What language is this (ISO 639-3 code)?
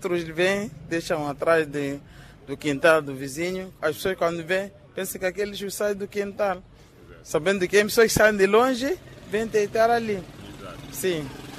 por